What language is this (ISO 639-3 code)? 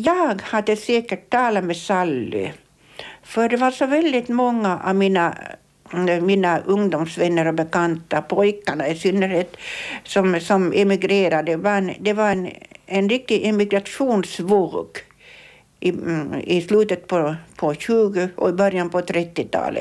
swe